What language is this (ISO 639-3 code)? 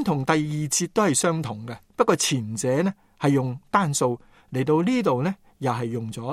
yue